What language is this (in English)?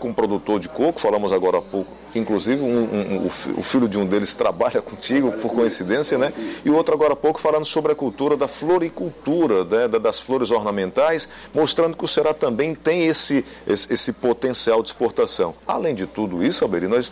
Portuguese